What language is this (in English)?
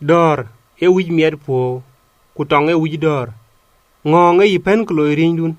Dinka